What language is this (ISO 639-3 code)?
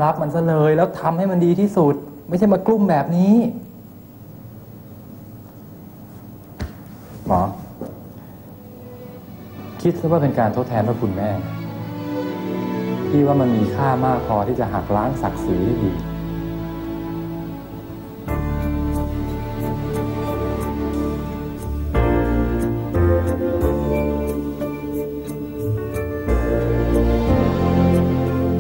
tha